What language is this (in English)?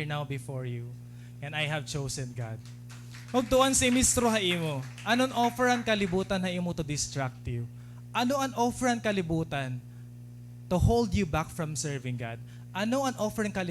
Waray